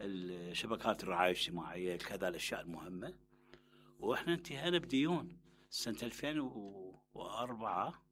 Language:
Mesopotamian Arabic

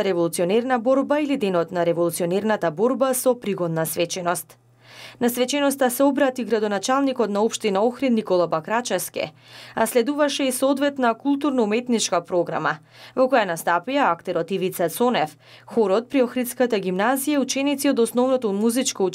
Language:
Macedonian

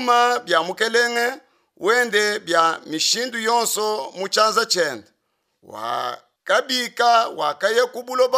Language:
Luba-Lulua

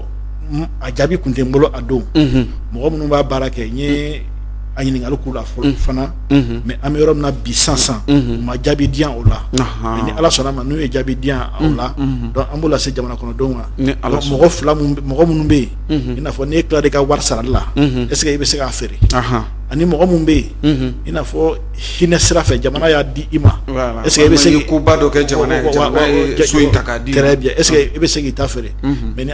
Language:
Bambara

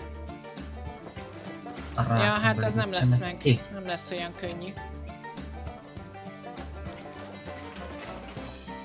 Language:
Hungarian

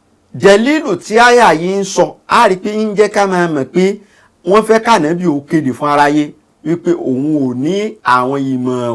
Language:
Yoruba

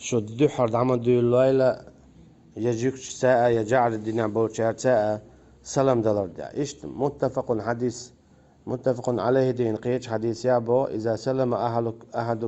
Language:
Chechen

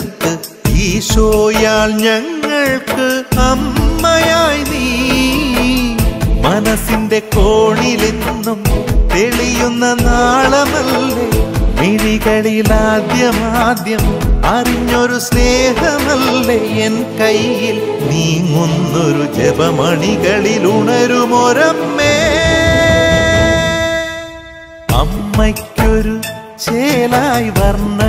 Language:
Malayalam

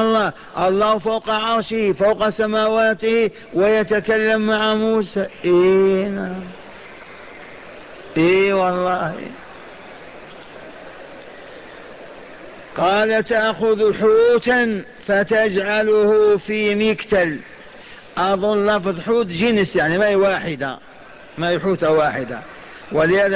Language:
Arabic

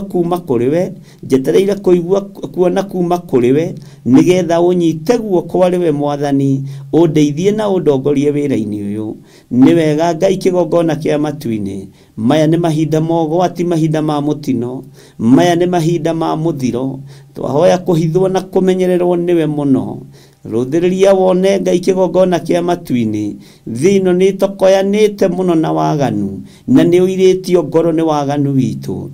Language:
Kikuyu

